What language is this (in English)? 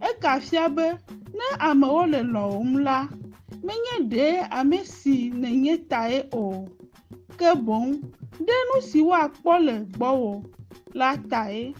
Ewe